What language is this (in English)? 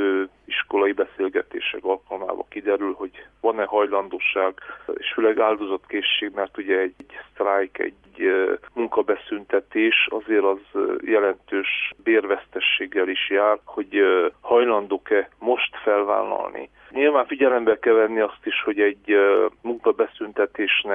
Hungarian